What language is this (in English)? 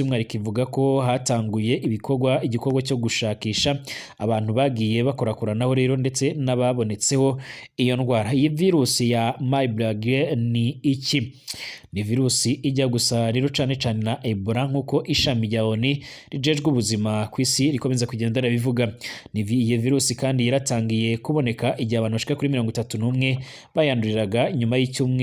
Rundi